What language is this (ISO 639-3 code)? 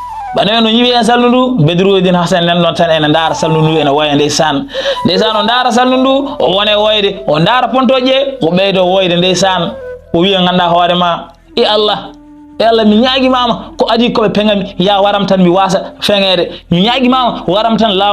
ful